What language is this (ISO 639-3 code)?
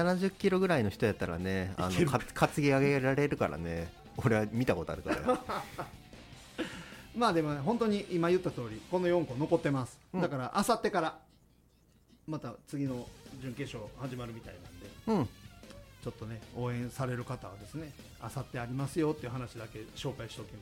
jpn